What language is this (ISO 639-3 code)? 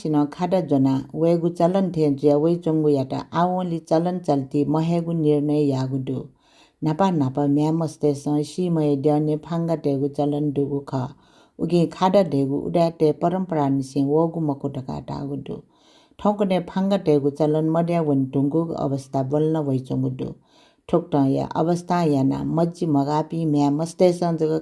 new